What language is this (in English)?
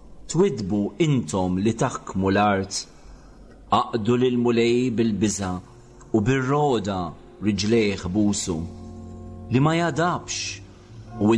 Maltese